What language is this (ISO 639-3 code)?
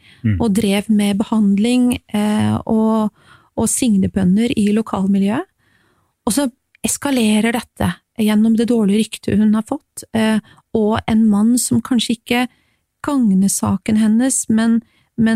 nor